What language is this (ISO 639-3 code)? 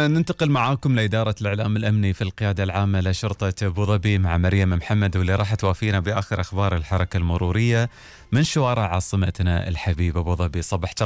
afb